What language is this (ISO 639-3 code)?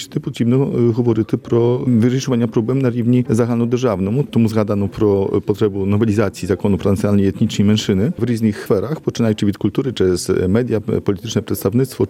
ukr